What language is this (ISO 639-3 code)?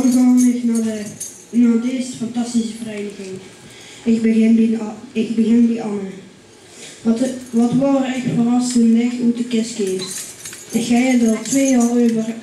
lim